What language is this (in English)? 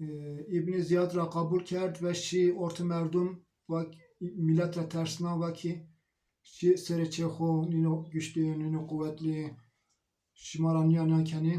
Zaza